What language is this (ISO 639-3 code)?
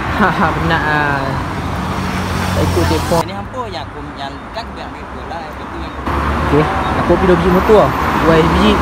msa